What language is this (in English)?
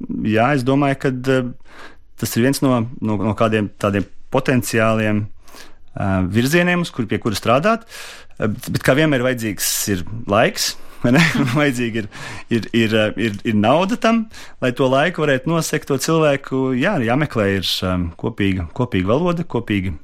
Latvian